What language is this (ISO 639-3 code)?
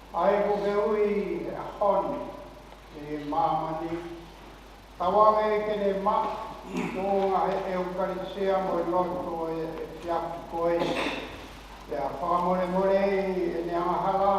ton